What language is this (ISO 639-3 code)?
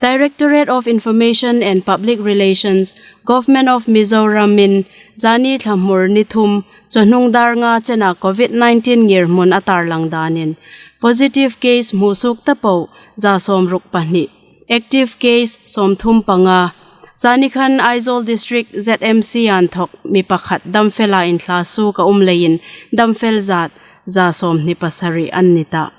hmr